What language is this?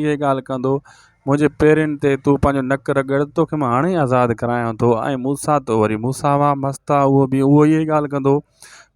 Sindhi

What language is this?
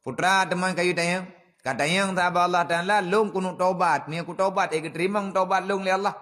Achinese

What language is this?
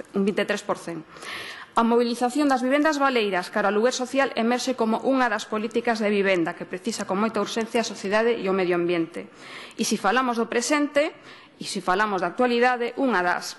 Galician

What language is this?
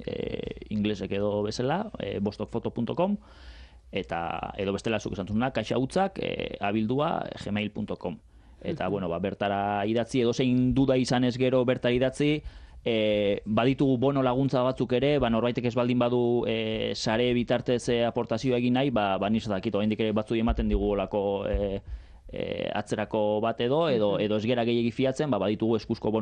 Basque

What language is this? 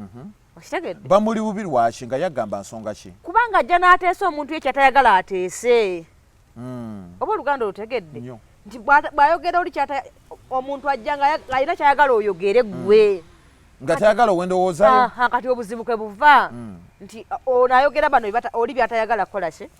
Ganda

